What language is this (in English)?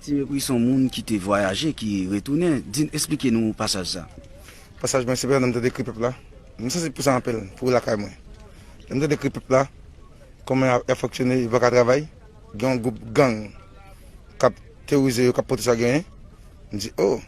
Haitian Creole